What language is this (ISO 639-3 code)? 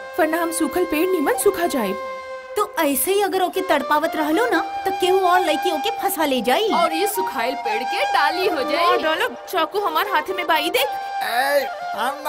bho